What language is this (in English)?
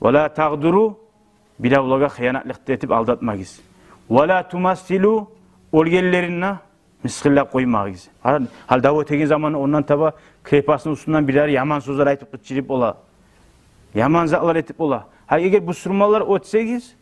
Kumyk